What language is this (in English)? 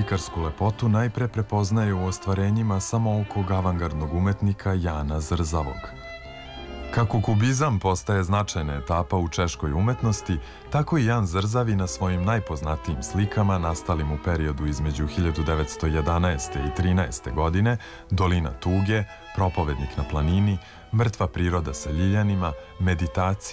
Serbian